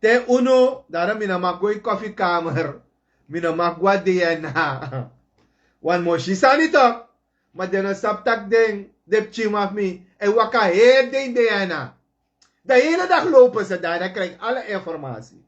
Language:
Sranan Tongo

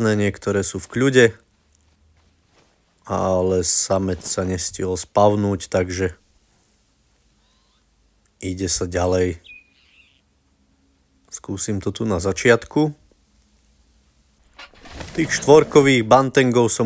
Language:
Slovak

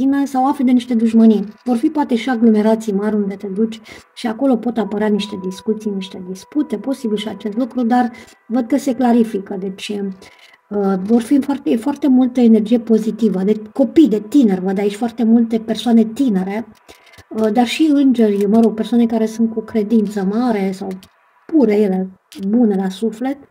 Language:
Romanian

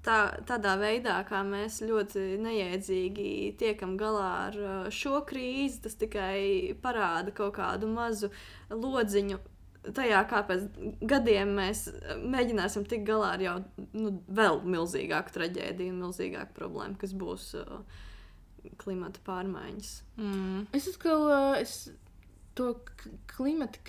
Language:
Latvian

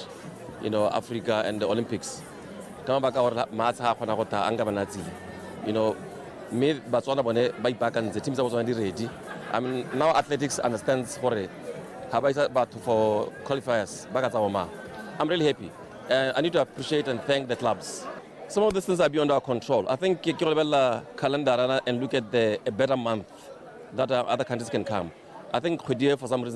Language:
Tswana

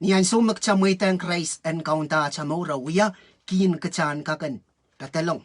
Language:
Pohnpeian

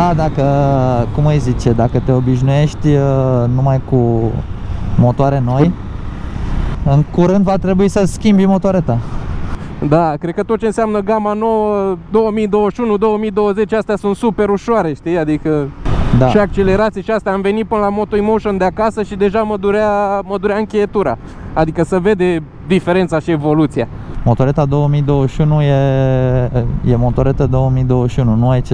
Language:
Romanian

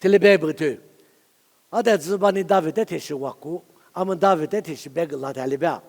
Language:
Lisu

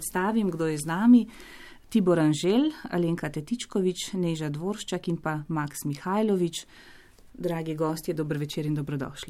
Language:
Slovenian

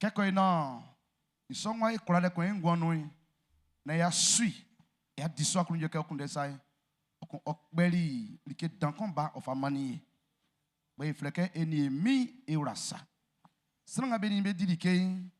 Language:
Baoulé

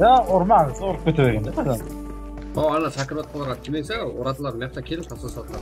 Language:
Kara-Kalpak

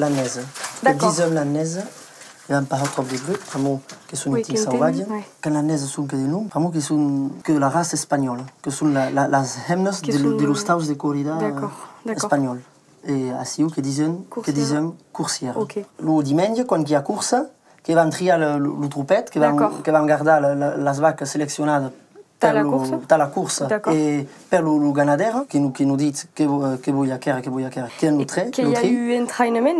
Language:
Occitan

